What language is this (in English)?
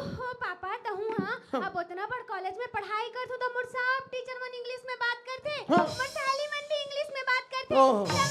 Chhattisgarhi